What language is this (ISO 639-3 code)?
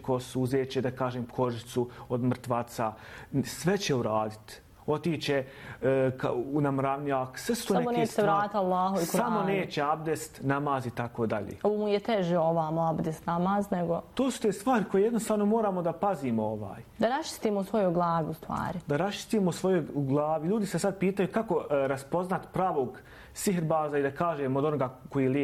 bos